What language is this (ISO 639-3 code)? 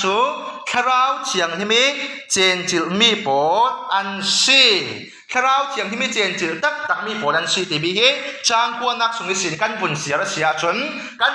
cfm